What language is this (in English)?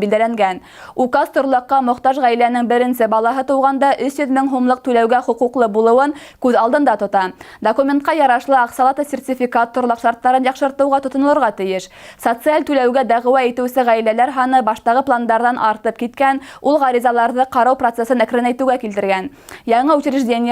Bashkir